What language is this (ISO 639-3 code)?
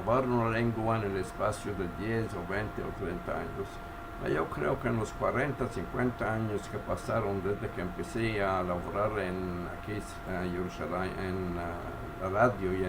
lad